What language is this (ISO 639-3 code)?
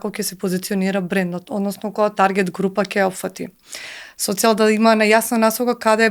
mkd